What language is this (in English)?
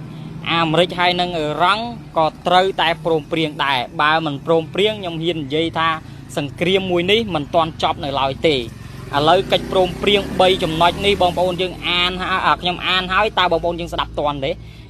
Khmer